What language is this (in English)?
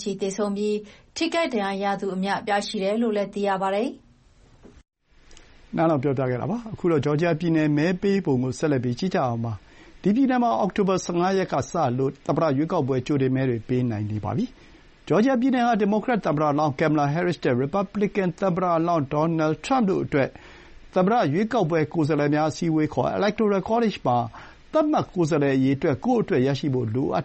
Burmese